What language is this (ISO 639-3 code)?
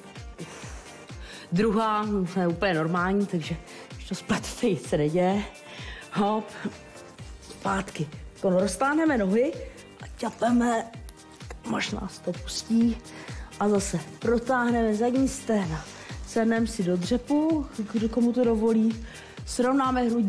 ces